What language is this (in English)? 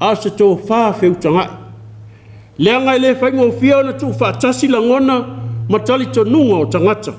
Samoan